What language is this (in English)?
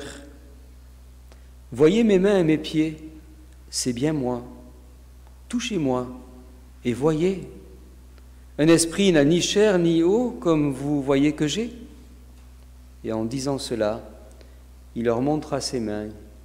French